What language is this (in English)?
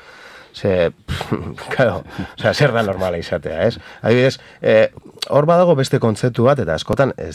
Basque